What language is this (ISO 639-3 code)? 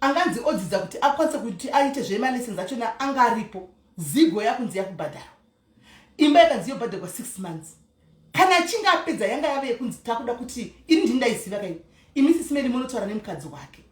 sna